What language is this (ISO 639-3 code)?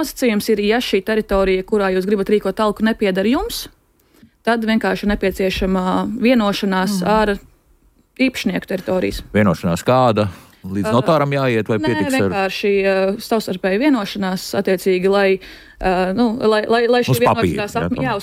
lav